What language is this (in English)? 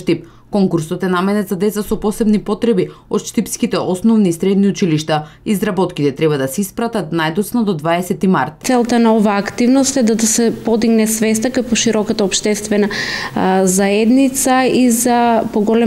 Macedonian